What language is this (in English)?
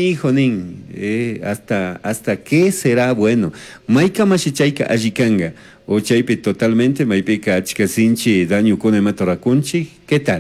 Chimborazo Highland Quichua